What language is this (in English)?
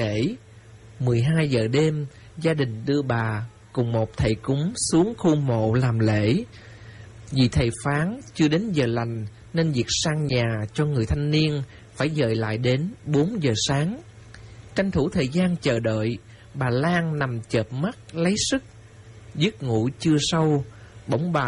Vietnamese